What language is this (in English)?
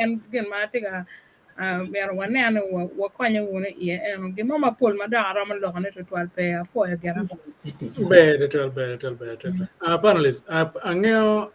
Acoli